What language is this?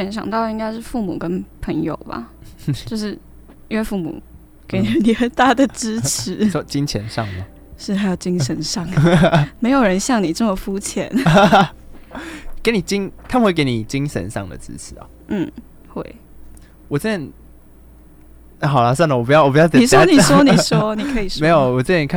Chinese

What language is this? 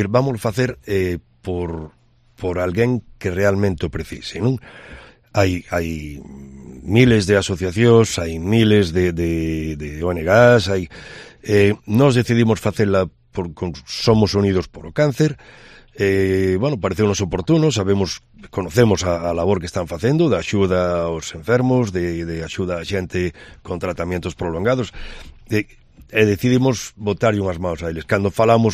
Galician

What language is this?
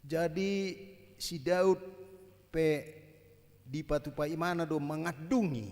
Batak Toba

